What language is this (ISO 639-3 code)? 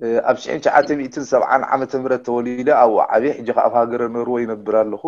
tir